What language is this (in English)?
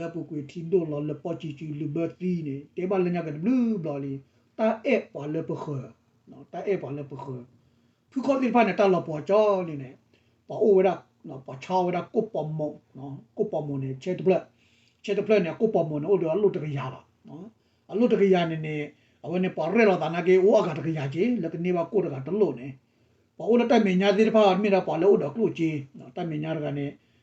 S'gaw Karen